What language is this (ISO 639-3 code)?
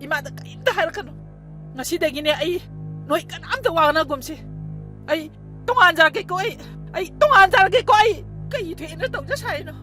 mni